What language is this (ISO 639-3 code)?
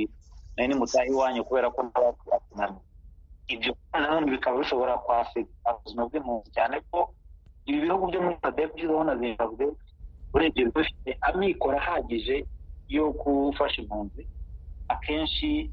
kin